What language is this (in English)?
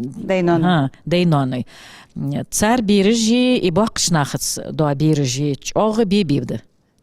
Ingush